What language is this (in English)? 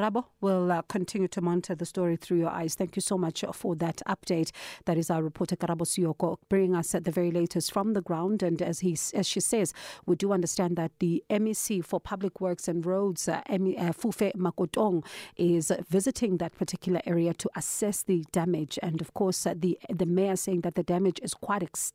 English